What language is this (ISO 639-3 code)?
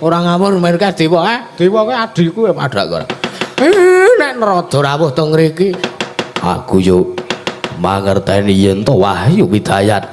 jav